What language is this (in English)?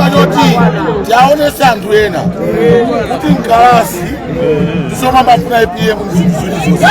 Nyanja